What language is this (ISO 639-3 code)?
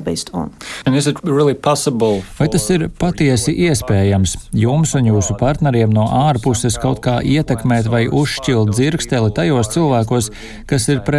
lav